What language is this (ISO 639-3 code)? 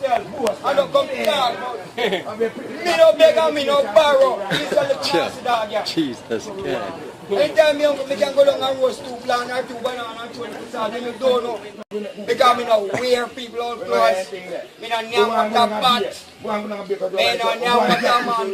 jam